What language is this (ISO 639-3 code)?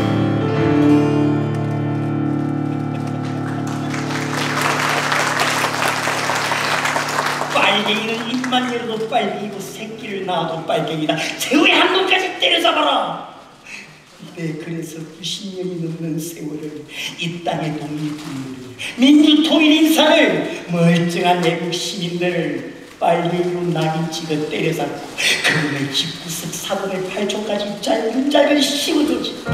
kor